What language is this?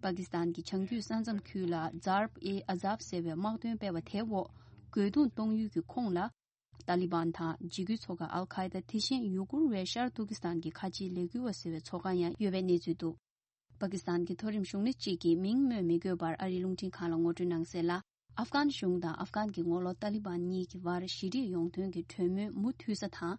Tibetan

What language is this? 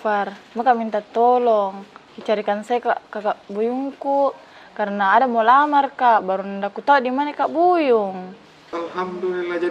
Makassar Malay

